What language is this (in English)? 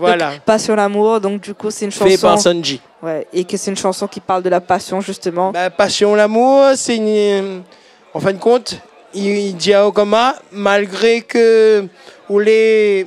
Réunion Creole French